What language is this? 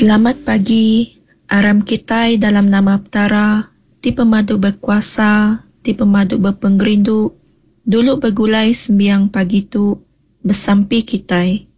Iban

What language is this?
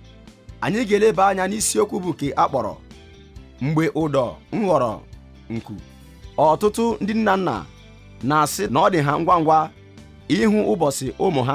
Igbo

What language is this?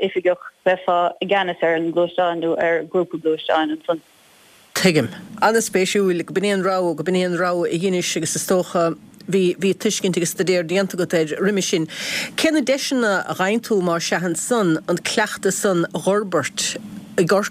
Irish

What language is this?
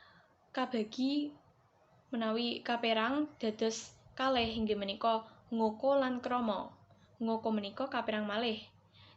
Javanese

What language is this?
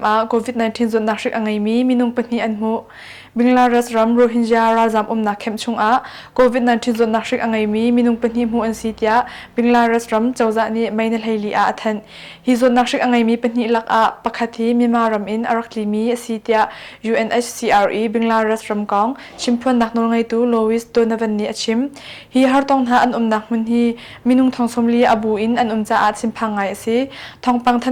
Hakha Chin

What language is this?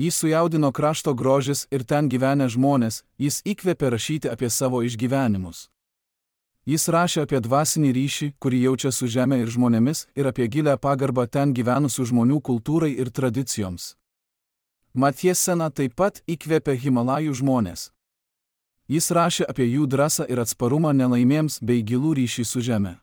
Lithuanian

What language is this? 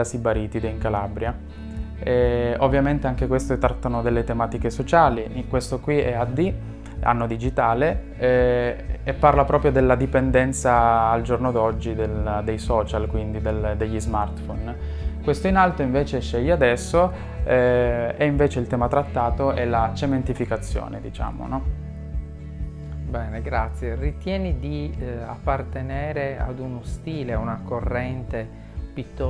Italian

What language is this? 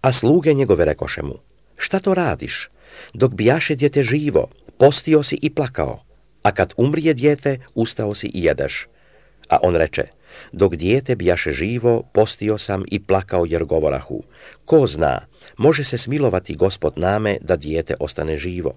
Serbian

